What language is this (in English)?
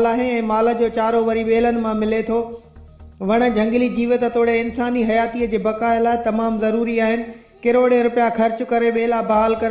Sindhi